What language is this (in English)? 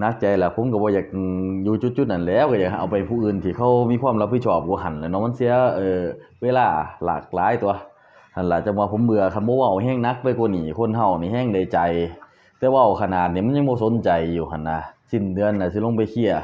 Northeastern Thai